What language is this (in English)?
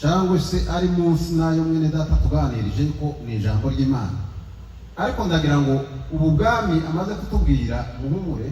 Kinyarwanda